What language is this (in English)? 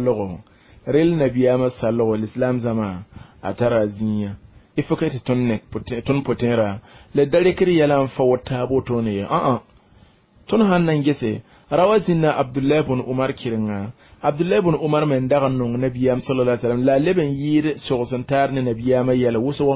Mossi